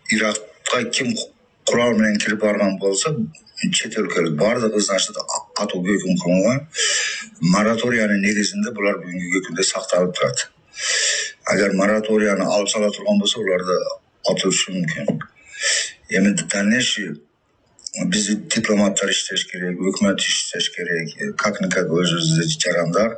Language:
Kyrgyz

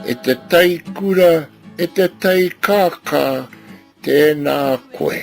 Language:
Māori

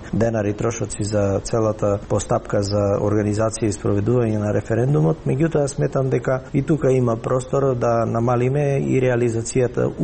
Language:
Macedonian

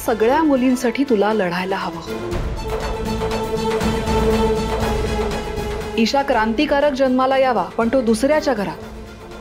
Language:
Marathi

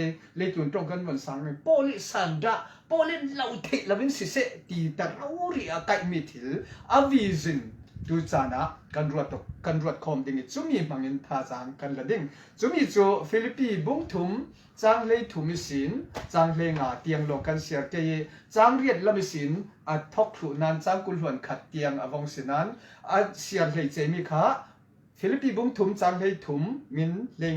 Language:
Falam Chin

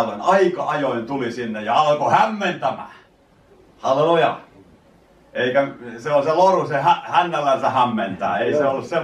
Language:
Finnish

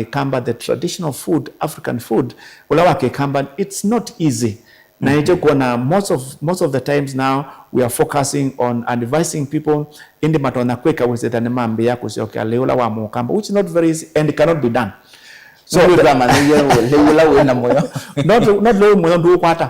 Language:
Kamba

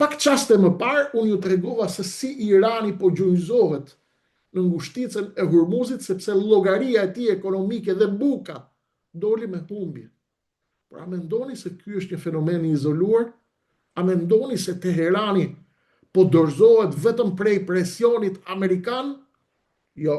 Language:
Albanian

